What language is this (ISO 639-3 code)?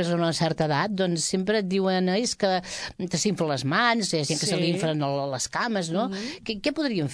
cat